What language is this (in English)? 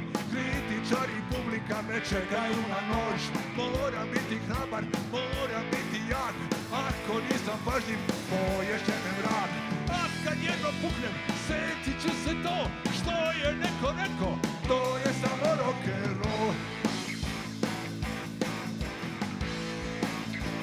Serbian